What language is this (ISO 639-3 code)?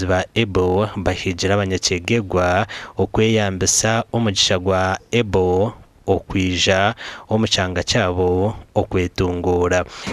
nyn